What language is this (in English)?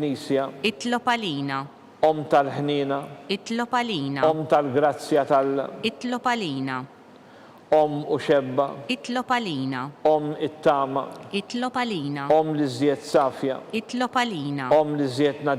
Maltese